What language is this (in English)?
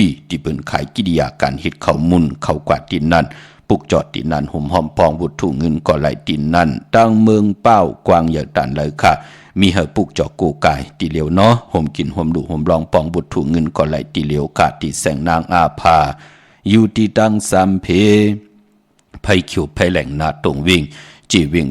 Shan